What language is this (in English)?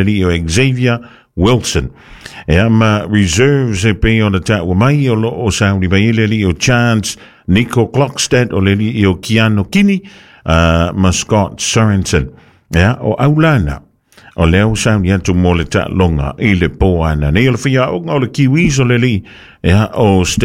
Samoan